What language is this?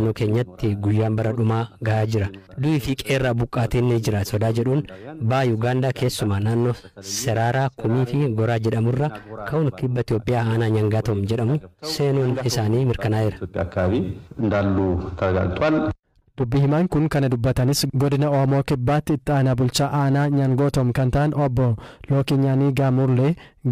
Oromo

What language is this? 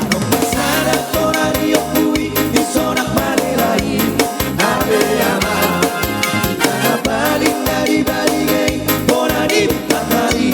Batak Toba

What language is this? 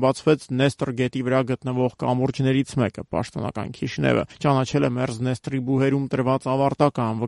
Armenian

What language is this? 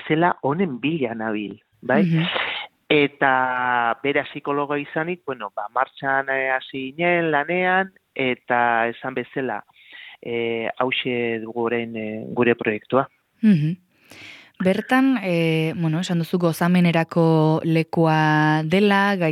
Basque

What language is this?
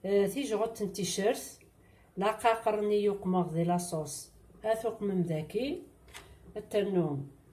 Kabyle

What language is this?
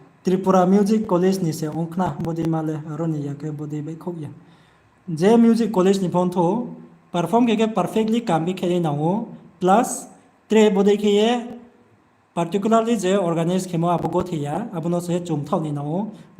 Riang (India)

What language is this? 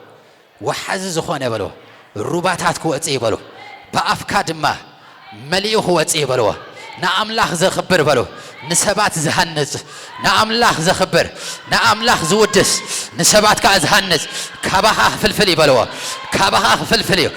Tigrinya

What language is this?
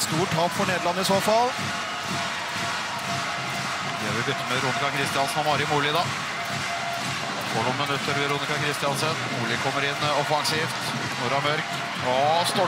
Norwegian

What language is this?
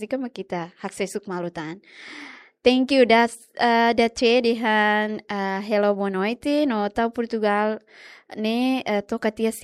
Tetum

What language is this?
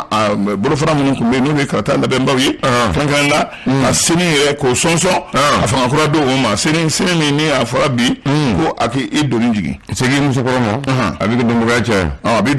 Bambara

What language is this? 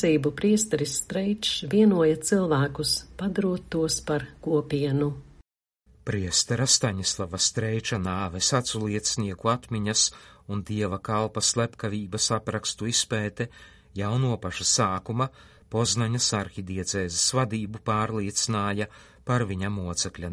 Latvian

